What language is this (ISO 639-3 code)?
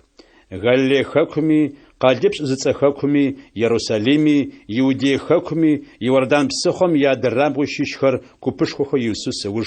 ady